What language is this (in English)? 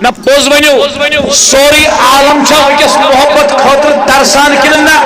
Kashmiri